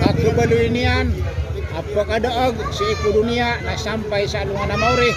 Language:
Maranao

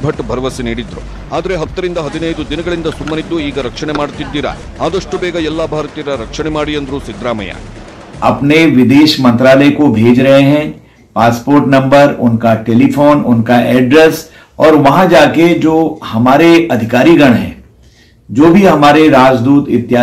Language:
Kannada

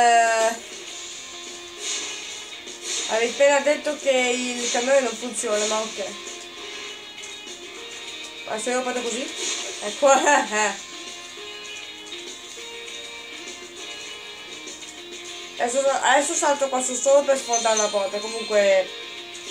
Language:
Italian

